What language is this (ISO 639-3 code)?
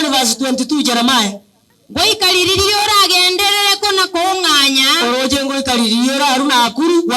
guz